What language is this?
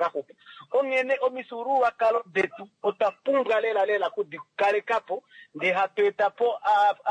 Kuanyama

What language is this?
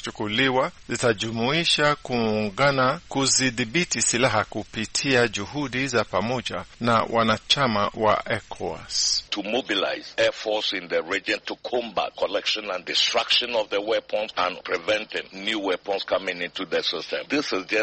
Swahili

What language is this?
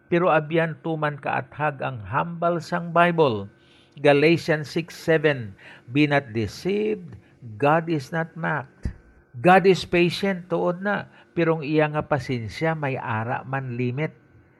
Hiligaynon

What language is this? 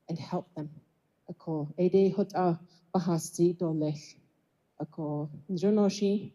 Navajo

